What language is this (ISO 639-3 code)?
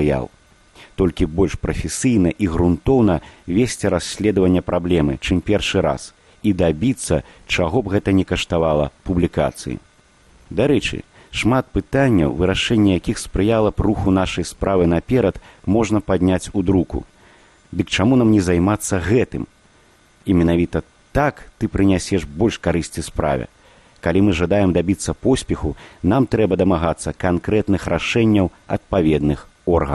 bel